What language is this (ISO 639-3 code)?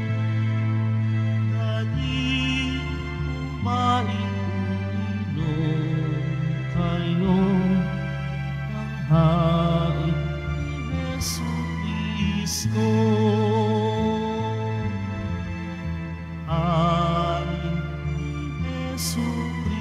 fil